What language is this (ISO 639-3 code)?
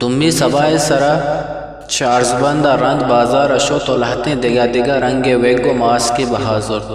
bgp